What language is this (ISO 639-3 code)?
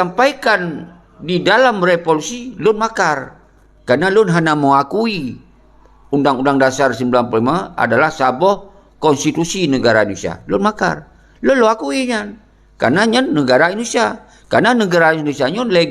ace